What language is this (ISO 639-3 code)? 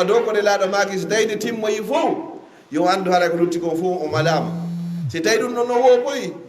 ful